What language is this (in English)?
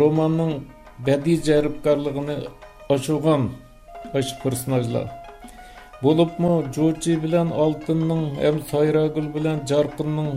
Uyghur